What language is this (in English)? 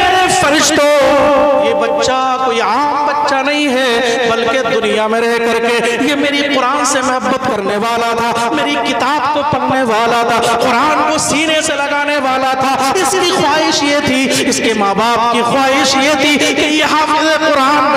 Urdu